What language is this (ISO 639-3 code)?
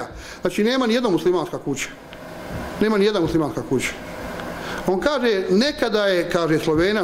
bos